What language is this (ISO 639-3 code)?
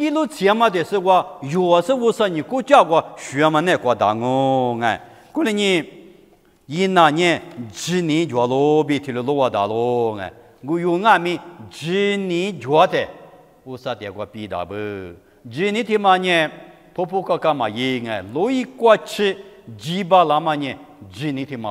lis